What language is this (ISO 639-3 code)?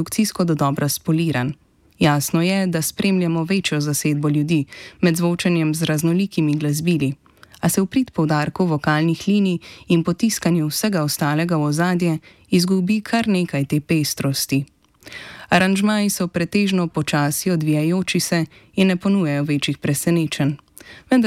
slv